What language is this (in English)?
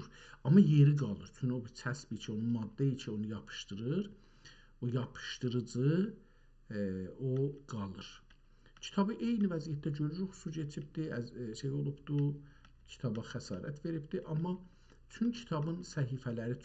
South Azerbaijani